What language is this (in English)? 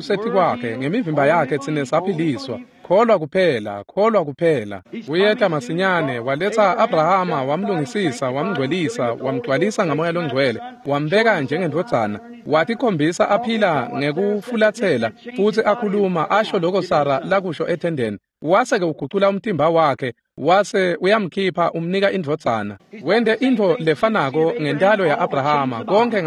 Swati